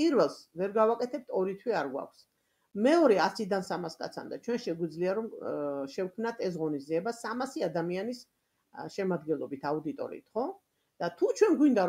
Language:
Georgian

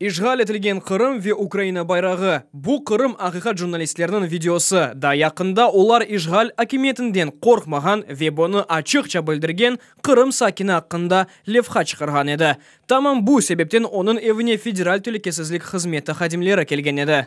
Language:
Crimean Tatar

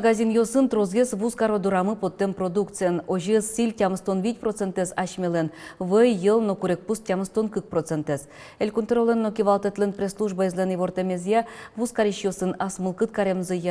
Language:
Udmurt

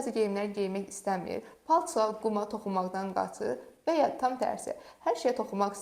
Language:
Azerbaijani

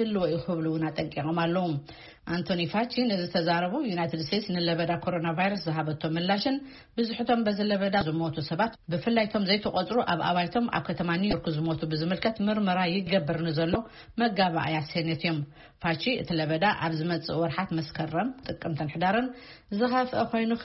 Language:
Tigrinya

